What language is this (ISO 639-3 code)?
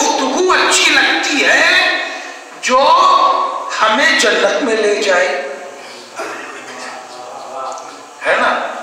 urd